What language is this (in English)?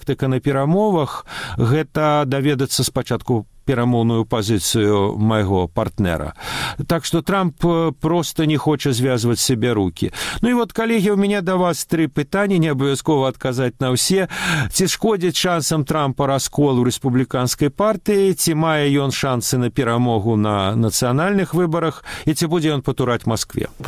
Belarusian